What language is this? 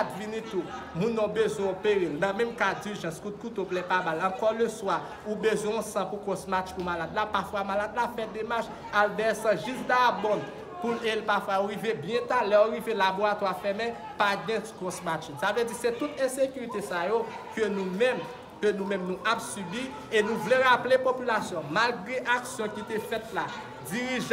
Haitian Creole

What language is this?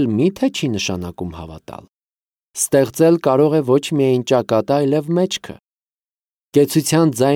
Armenian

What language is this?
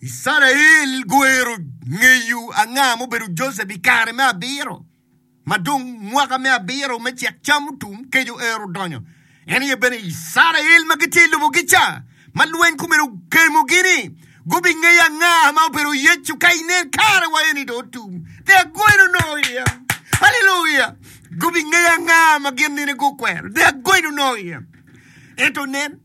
Acoli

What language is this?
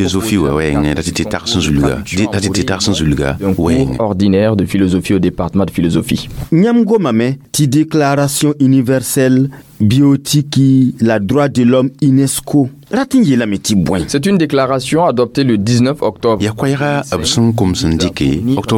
Mossi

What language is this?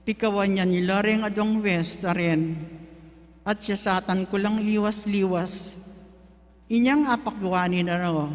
Pampanga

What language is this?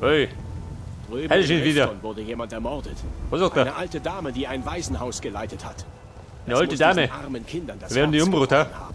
Bavarian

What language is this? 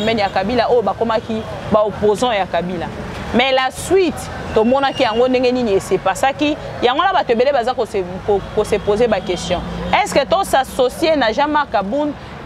Lingala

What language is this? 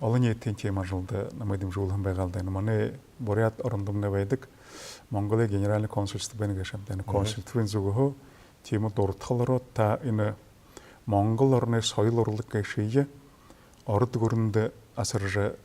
Buriat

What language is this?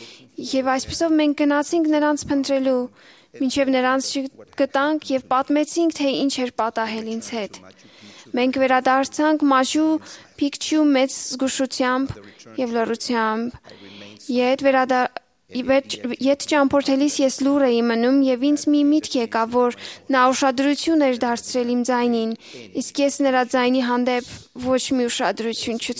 Armenian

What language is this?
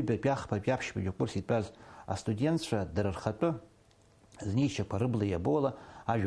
Abkhazian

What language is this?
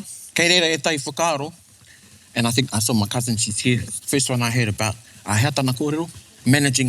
Māori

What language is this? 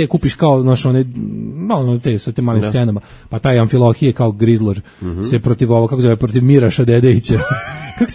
Serbian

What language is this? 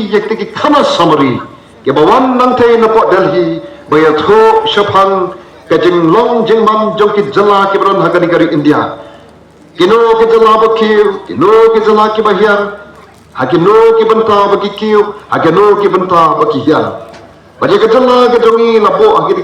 Khasi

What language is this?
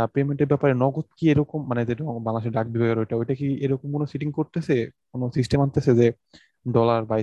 Bangla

